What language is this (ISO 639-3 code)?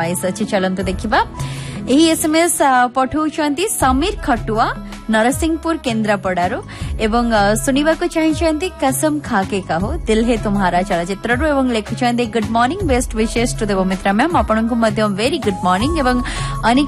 ori